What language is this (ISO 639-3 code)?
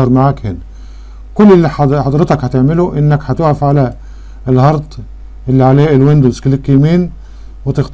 arz